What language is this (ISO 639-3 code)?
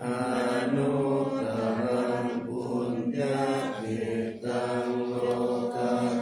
pli